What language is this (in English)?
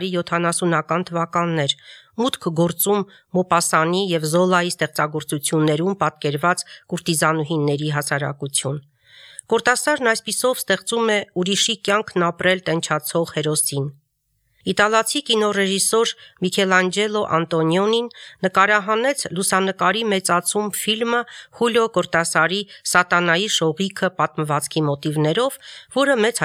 Armenian